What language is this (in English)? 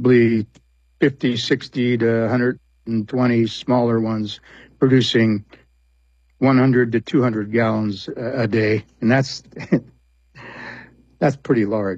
English